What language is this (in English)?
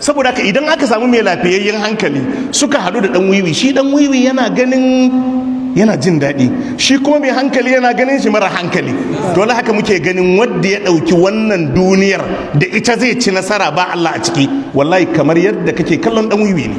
Hausa